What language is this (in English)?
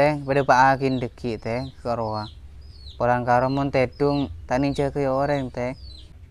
Madurese